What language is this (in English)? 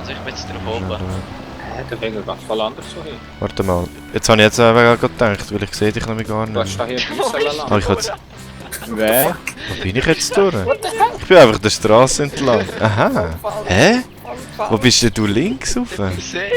Swiss German